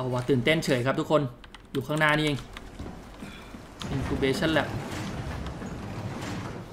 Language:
Thai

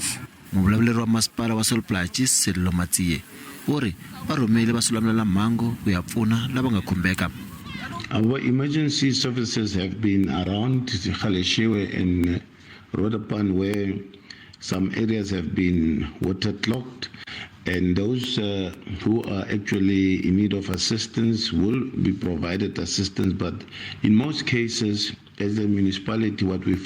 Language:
Tsonga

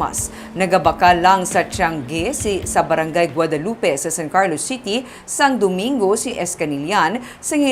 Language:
Hiligaynon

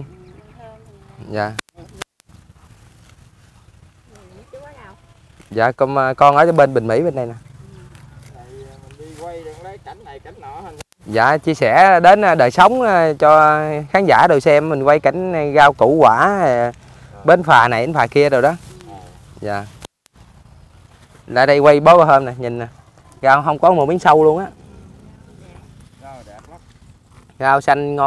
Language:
Vietnamese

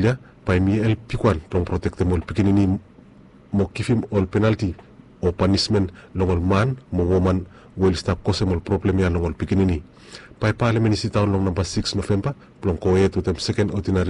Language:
Bislama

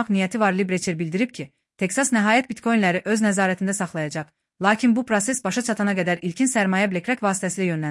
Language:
Azerbaijani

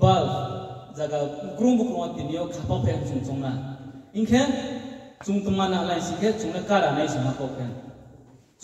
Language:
Riang (India)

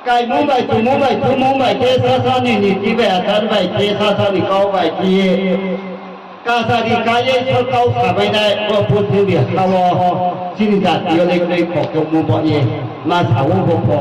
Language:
Riang (India)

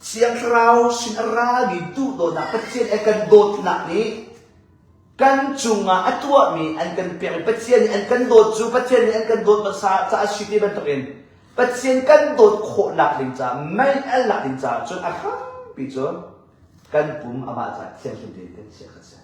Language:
Hakha Chin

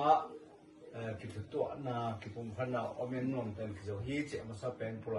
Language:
Tedim Chin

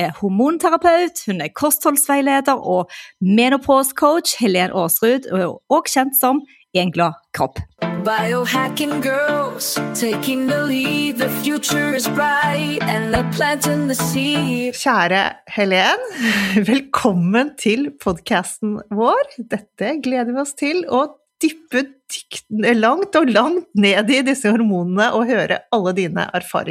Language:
Norwegian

